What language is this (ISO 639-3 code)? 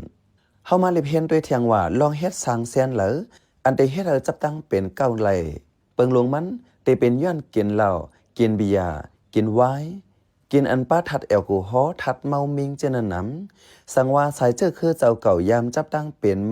shn